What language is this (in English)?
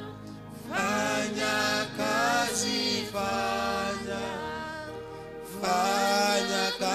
Swahili